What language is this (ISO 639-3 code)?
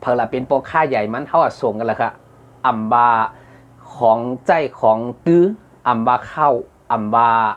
shn